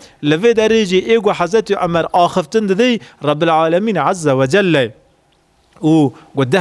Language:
Kurdish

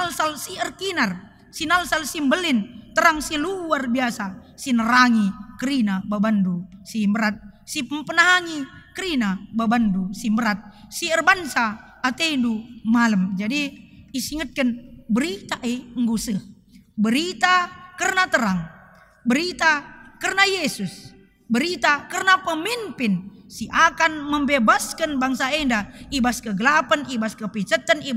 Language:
Batak Karo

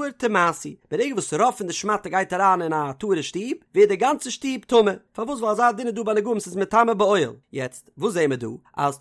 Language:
Yiddish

